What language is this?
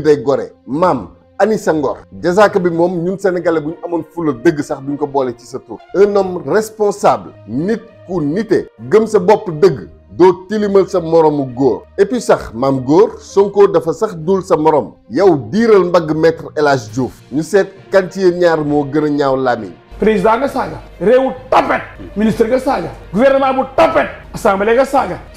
Wolof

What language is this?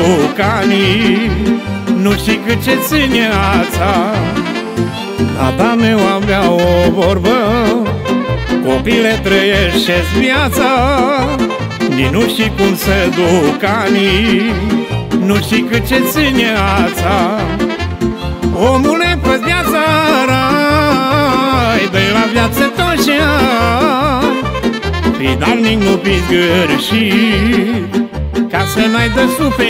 Romanian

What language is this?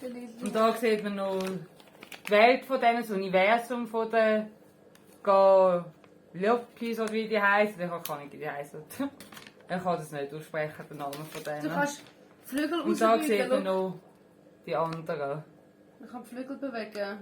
Swiss German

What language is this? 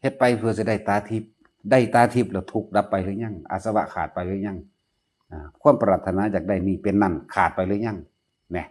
Northeastern Thai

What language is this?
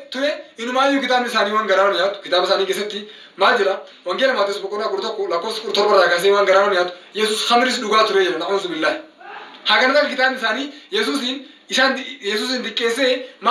Oromo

